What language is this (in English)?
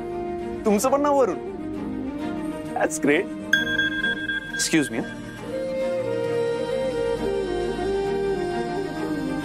Marathi